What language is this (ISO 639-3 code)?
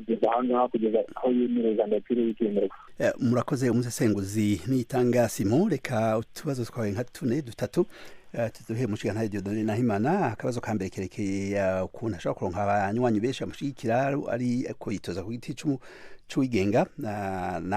run